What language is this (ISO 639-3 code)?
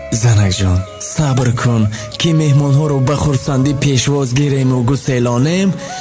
tgk